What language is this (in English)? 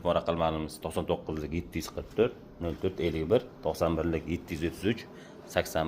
Uzbek